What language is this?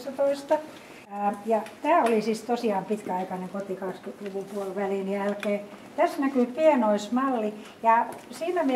Finnish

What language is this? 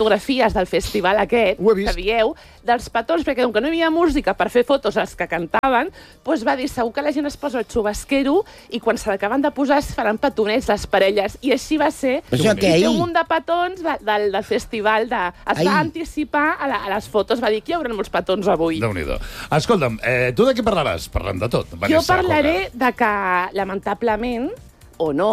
Catalan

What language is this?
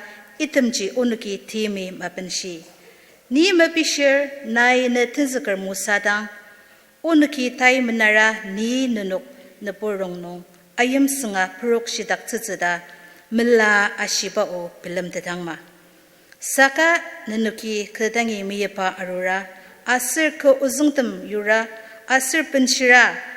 Ao Naga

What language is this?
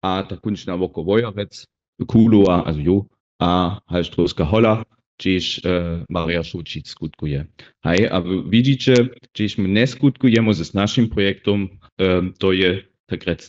Upper Sorbian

